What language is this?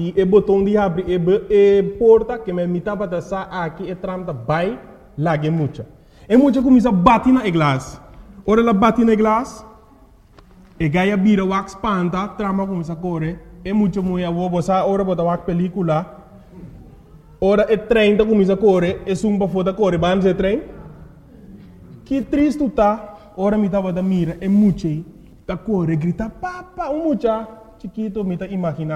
Papiamento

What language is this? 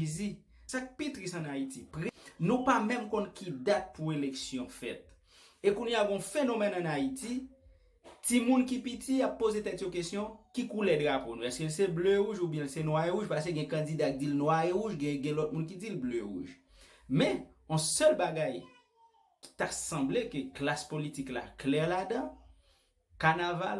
Haitian Creole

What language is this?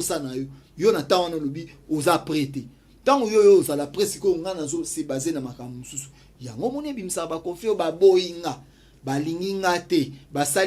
Lingala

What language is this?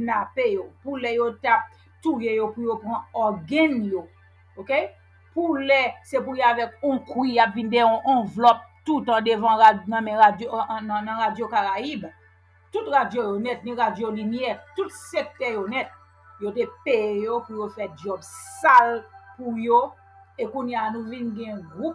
Haitian Creole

